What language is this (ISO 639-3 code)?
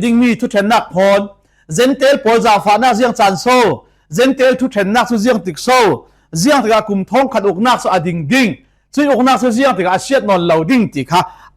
cfm